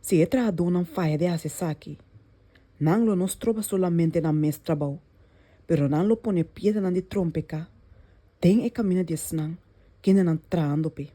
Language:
Papiamento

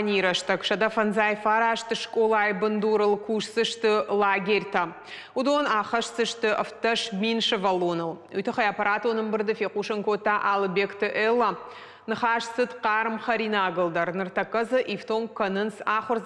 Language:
Ossetic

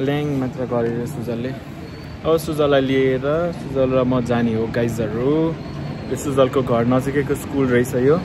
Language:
Nepali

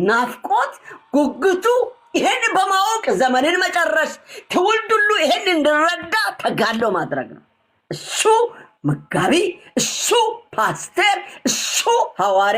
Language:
Amharic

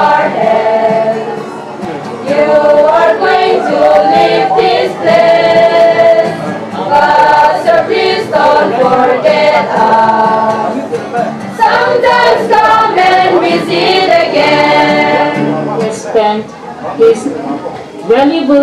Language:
Naga Pidgin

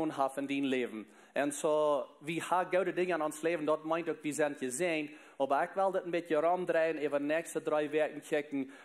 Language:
Plautdietsch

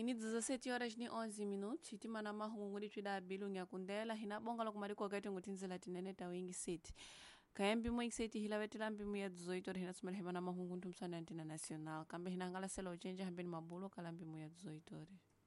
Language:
Tsonga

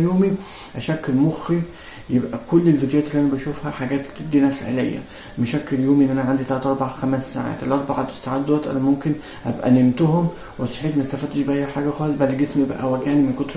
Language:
Egyptian Arabic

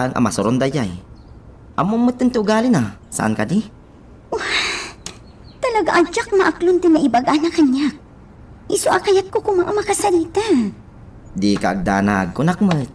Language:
Iloko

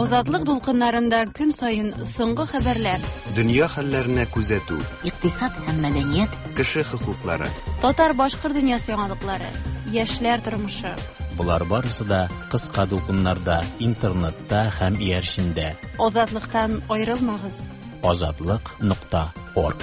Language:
Tatar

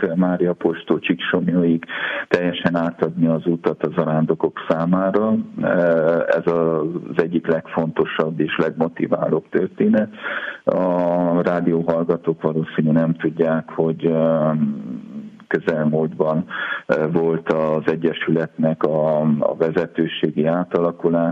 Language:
Hungarian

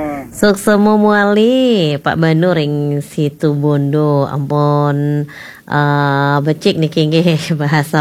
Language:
Balinese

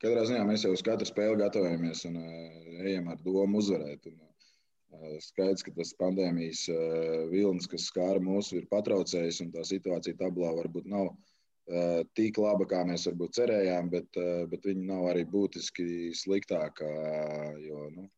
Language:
Latvian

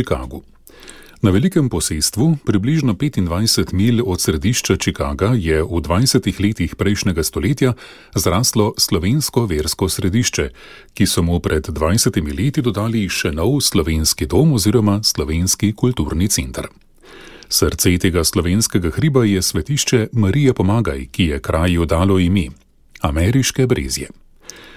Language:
Slovenian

